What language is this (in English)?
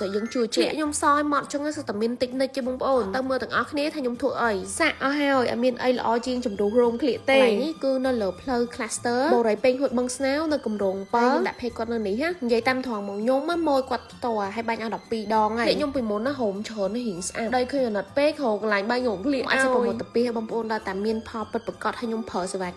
Khmer